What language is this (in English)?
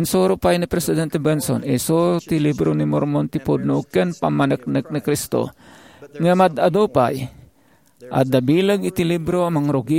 Iloko